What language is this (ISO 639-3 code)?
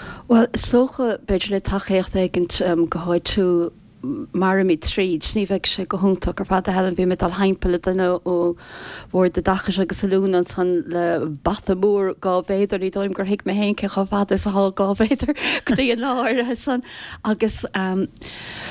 gle